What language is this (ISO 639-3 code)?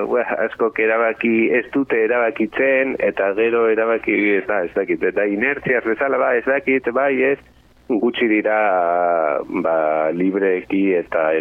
eus